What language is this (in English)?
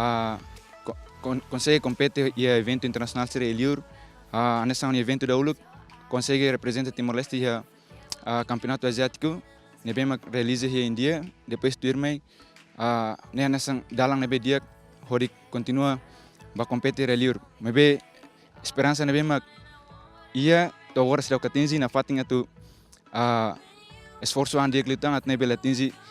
Tetum